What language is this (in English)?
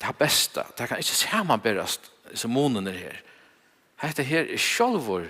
Faroese